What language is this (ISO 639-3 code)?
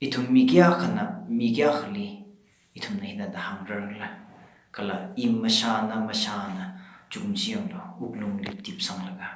nmf